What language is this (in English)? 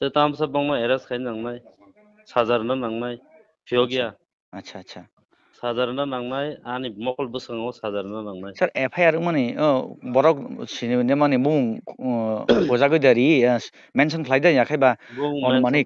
Kok Borok